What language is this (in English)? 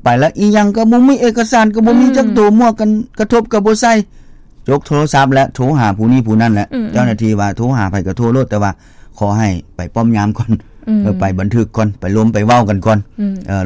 Lao